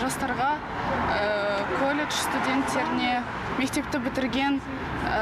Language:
Kazakh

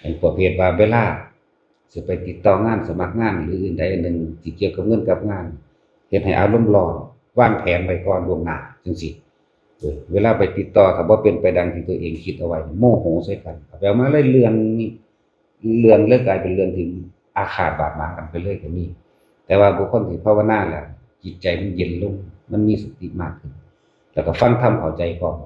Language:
Lao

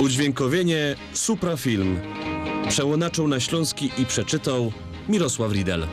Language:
Silesian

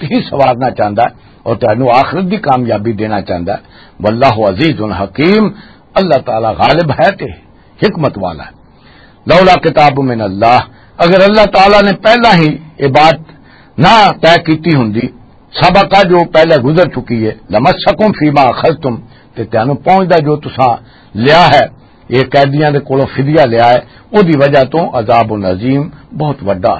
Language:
Western Panjabi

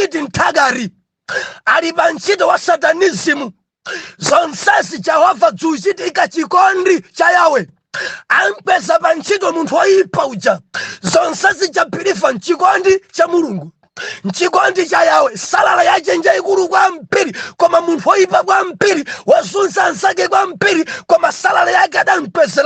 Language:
Nyanja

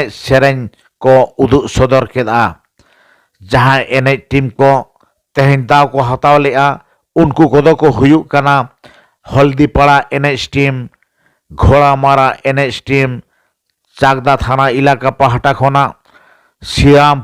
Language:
Santali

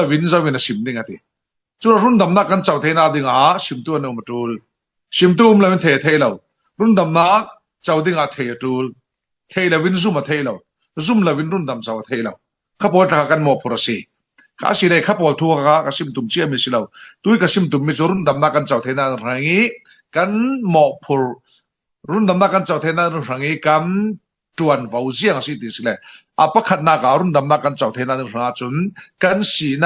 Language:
Falam Chin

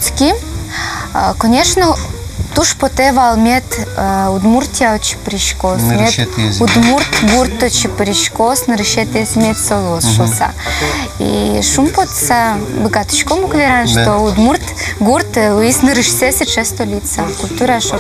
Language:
Udmurt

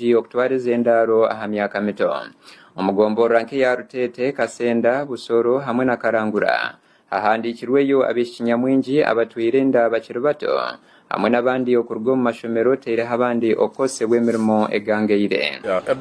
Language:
Nyankole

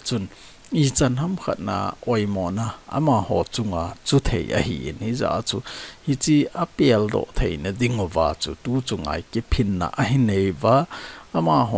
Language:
Thado Chin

